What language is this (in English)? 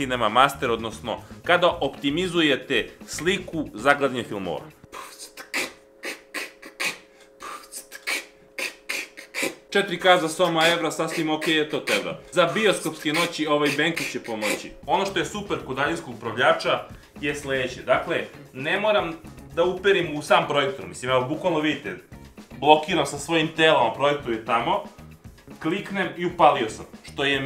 Serbian